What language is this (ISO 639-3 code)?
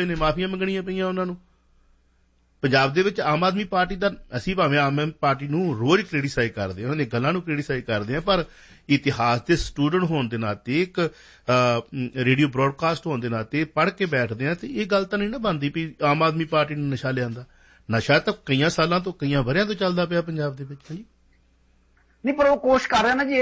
pan